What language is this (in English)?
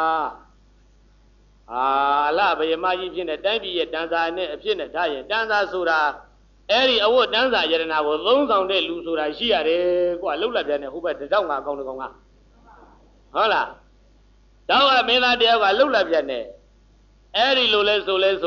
Burmese